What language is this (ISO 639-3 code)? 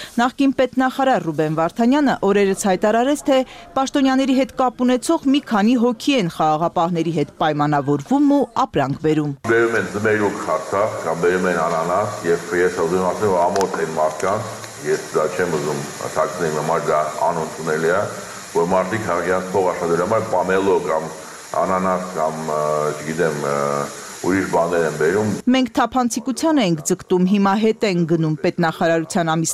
hye